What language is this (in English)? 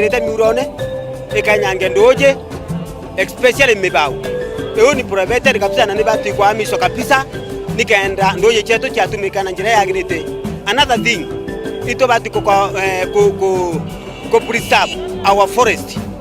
Meru